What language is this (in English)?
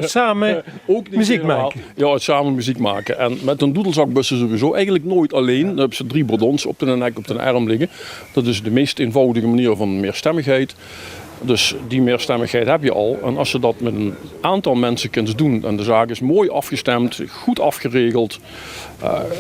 Limburgish